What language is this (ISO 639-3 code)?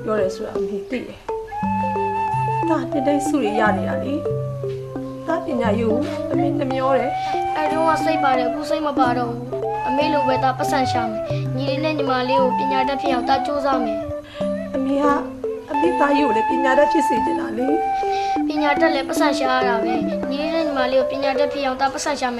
mya